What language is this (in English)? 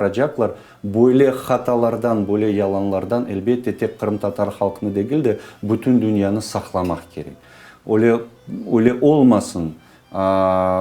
Crimean Tatar